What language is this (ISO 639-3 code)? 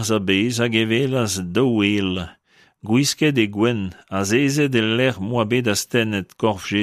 bre